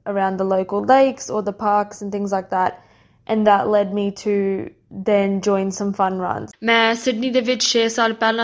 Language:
Punjabi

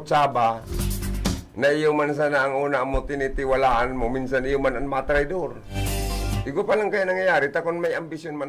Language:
Bikol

